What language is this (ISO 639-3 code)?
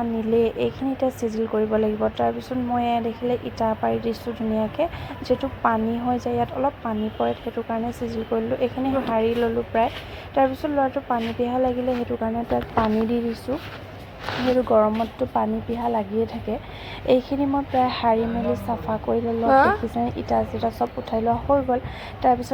asm